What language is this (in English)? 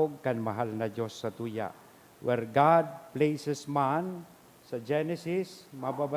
Bikol